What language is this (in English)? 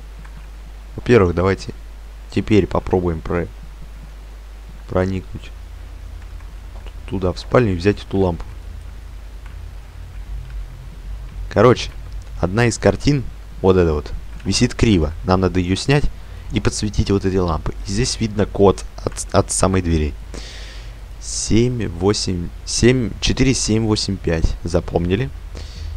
Russian